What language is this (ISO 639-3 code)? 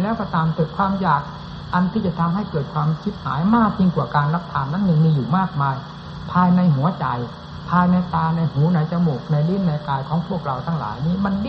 tha